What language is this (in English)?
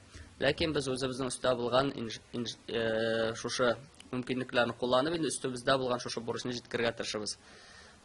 Tatar